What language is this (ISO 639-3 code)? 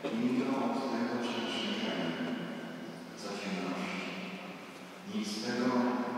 pol